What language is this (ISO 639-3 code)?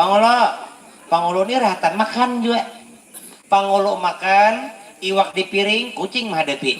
bjn